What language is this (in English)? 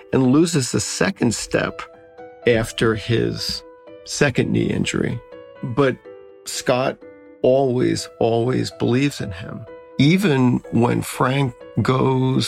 English